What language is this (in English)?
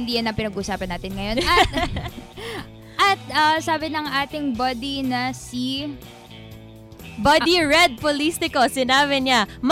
Filipino